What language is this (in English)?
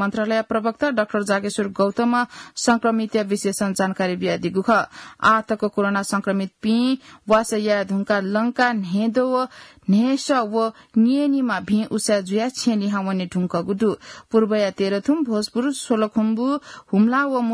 Newari